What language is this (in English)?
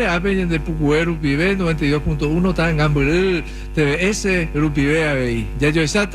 Guarani